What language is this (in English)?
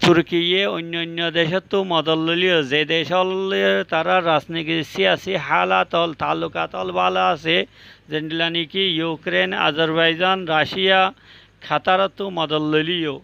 Rohingya